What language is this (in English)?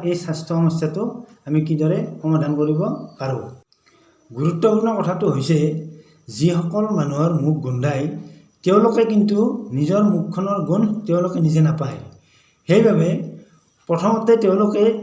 Assamese